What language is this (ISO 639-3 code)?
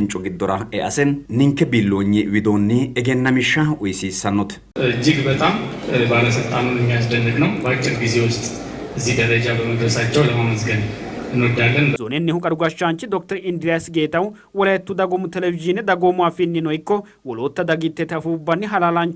sid